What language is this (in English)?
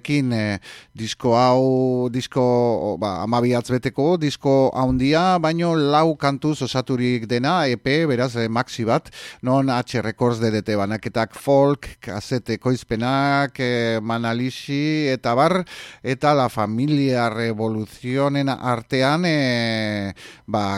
Basque